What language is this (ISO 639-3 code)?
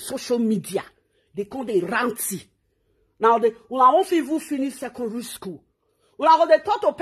pcm